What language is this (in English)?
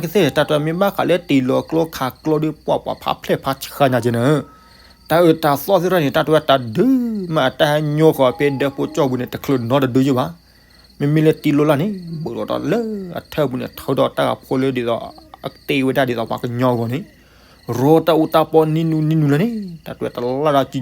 S'gaw Karen